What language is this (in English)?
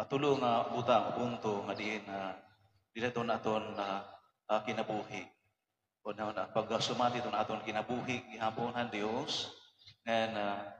Waray